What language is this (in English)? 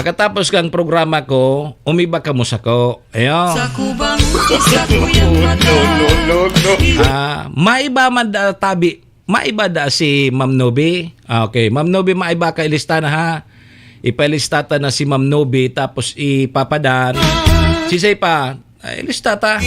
Bikol